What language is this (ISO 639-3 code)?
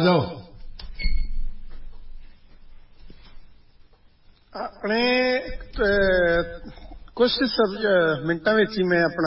pan